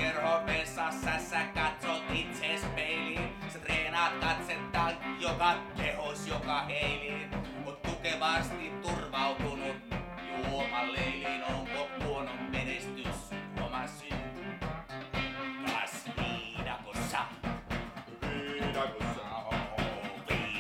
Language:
Finnish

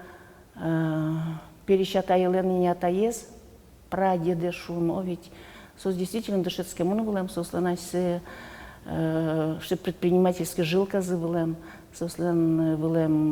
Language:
Udmurt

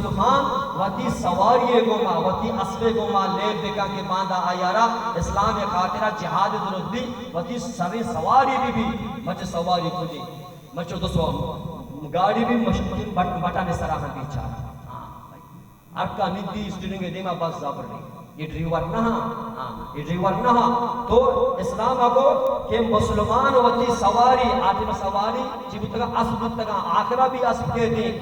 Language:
Baluchi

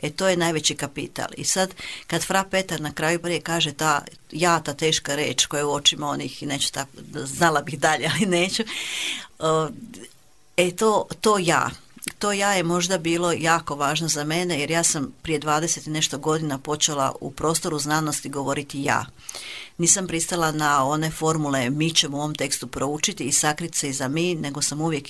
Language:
Croatian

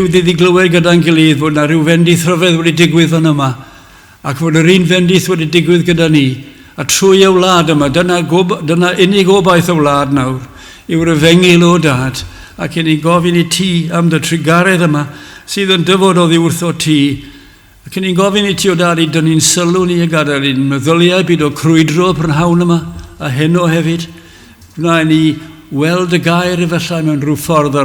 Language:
Welsh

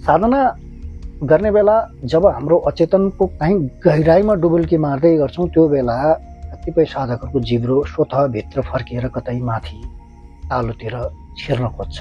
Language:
Nepali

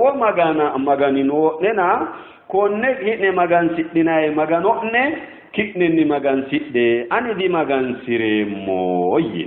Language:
Sidamo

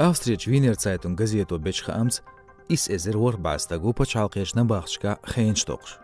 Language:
Chechen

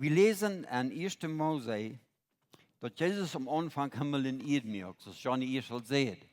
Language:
Plautdietsch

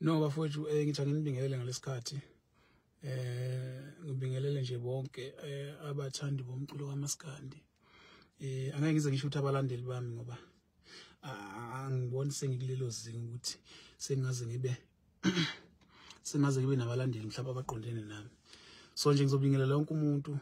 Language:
Zulu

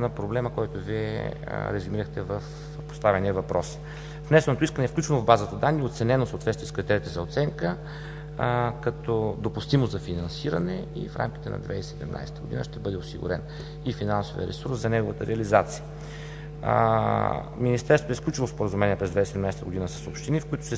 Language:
Bulgarian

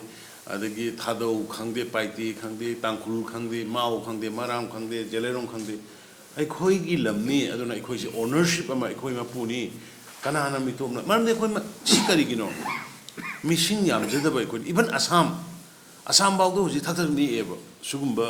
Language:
Manipuri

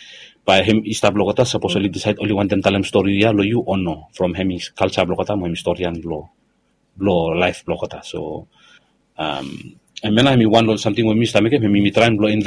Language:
Bislama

